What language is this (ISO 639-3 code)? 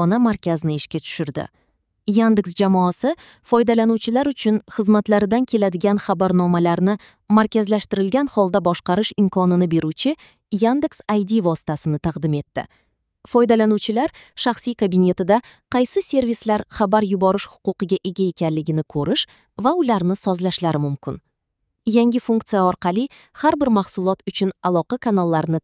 uzb